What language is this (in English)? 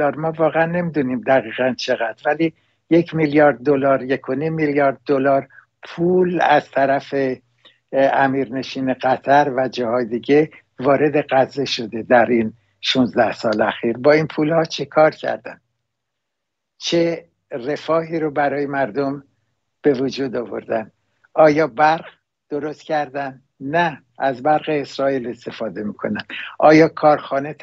Persian